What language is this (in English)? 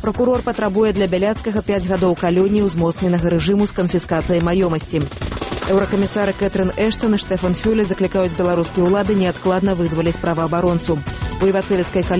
Belarusian